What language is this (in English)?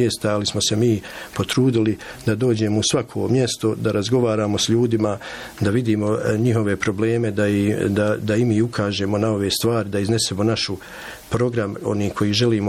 Bosnian